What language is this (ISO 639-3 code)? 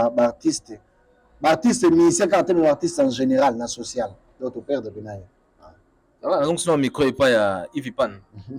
lin